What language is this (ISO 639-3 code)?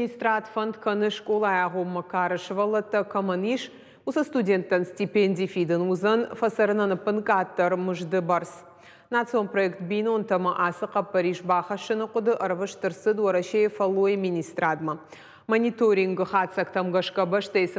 oss